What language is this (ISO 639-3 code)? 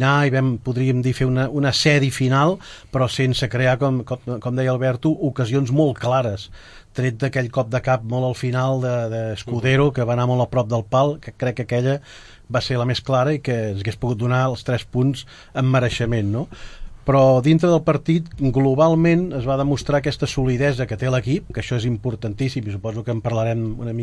cat